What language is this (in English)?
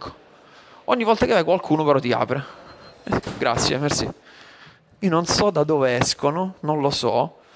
Italian